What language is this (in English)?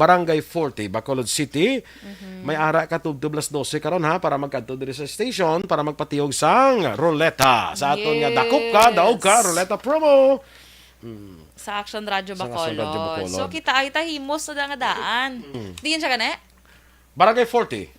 Hiligaynon